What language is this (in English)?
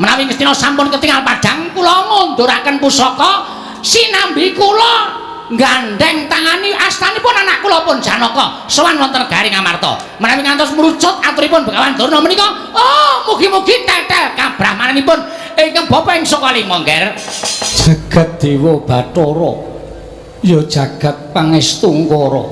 Javanese